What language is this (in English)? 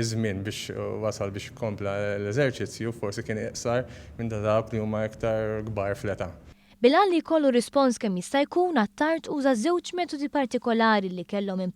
Maltese